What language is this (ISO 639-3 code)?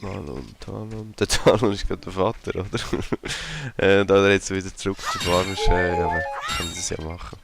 gsw